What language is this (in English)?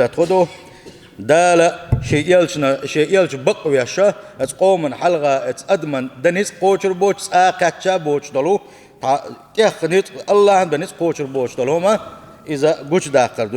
Chechen